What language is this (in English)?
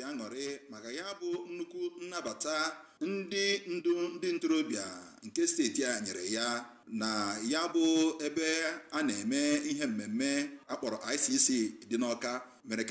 Igbo